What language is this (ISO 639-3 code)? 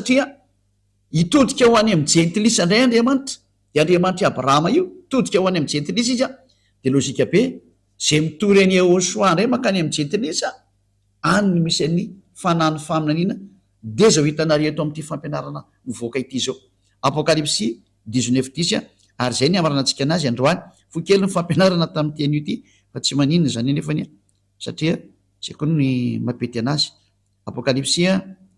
mlg